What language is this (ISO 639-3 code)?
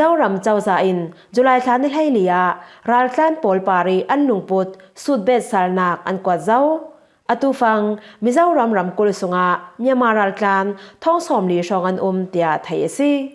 cfm